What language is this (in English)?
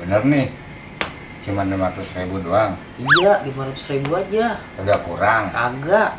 Betawi